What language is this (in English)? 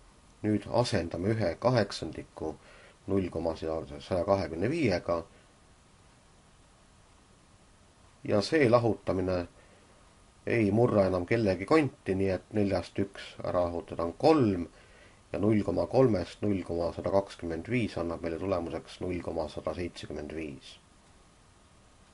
Estonian